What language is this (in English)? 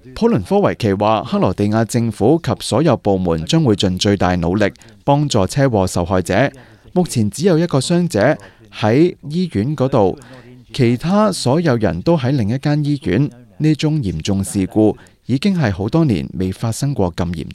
Cantonese